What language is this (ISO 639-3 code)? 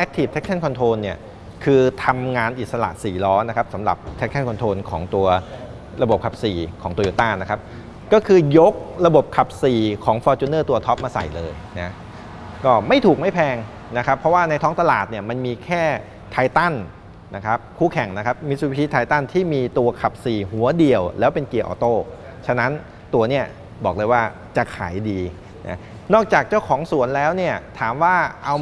tha